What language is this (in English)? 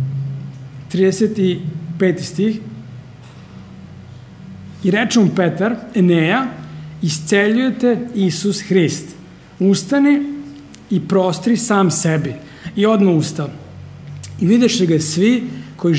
Serbian